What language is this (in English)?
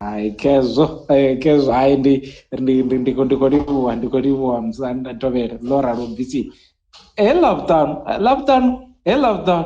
Venda